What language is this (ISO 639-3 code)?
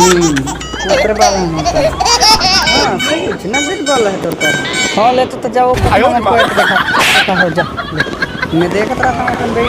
hne